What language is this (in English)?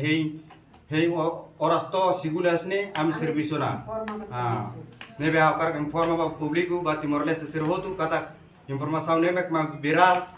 Tetum